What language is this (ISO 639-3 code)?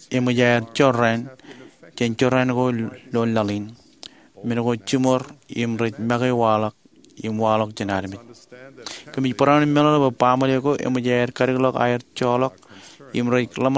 mah